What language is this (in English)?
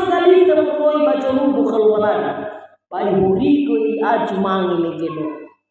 Nias